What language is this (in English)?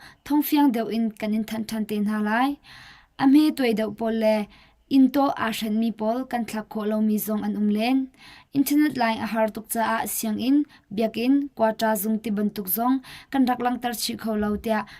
Hakha Chin